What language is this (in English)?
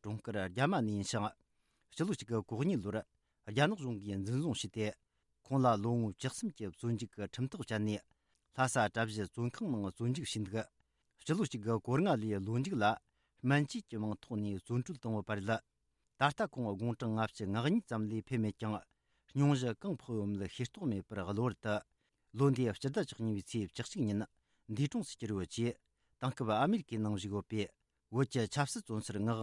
Tibetan